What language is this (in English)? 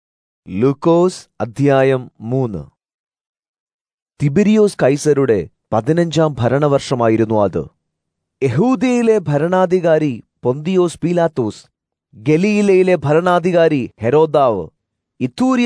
Malayalam